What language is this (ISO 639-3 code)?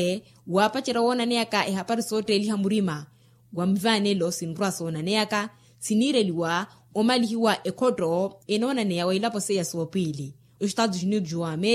vmw